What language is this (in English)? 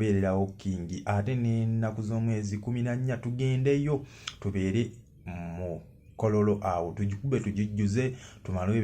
Ganda